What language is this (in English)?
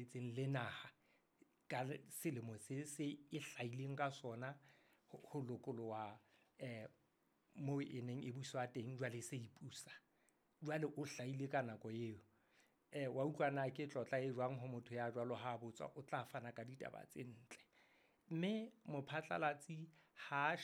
Southern Sotho